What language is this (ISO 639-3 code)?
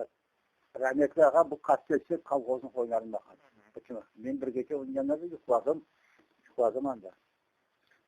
crh